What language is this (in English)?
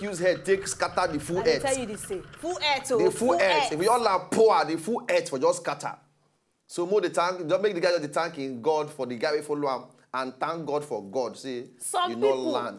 Nigerian Pidgin